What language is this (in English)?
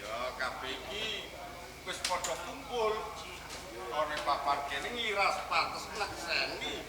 Javanese